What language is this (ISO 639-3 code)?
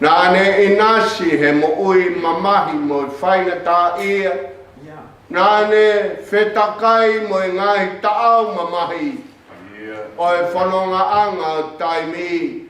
ton